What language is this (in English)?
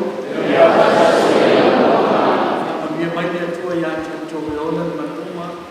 Samoan